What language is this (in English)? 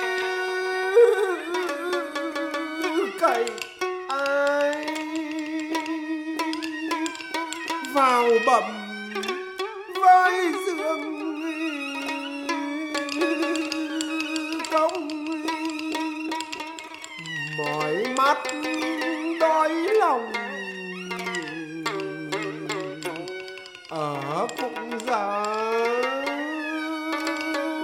Vietnamese